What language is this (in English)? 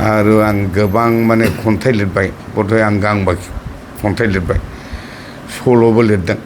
Bodo